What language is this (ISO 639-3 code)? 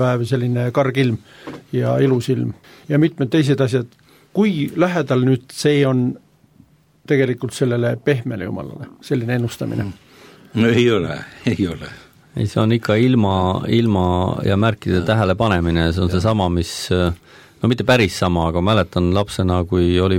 est